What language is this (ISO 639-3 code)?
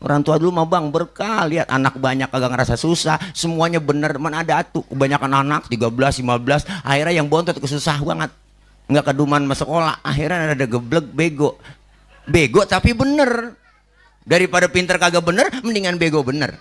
bew